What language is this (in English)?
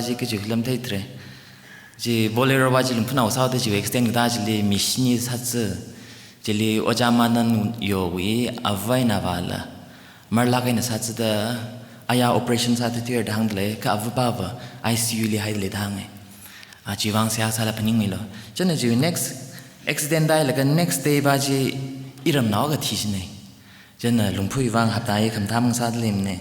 Tangkhul Naga (India)